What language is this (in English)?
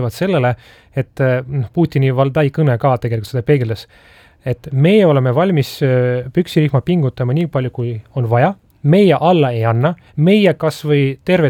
Estonian